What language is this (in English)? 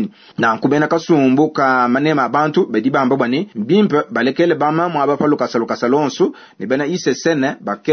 Luba-Lulua